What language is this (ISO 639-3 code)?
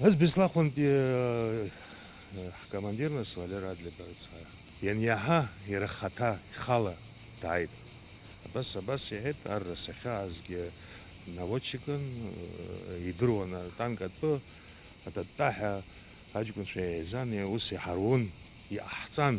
abk